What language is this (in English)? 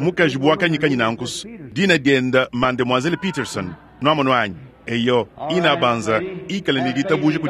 Luba-Lulua